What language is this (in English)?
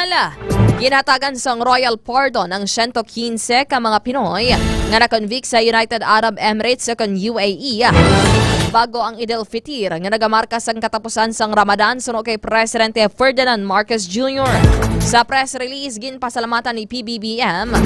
Hiligaynon